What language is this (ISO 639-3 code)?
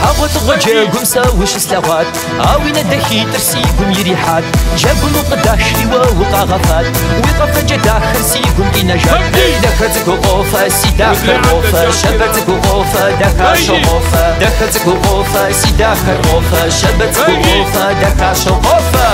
kbd